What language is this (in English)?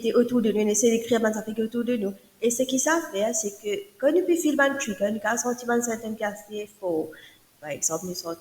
Morisyen